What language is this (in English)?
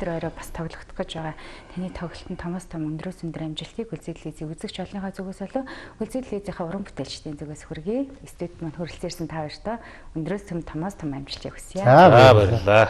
Mongolian